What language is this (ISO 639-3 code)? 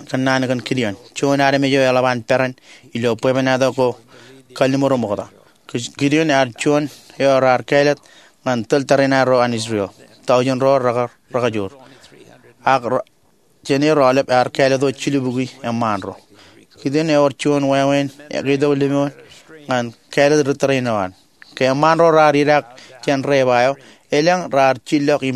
mah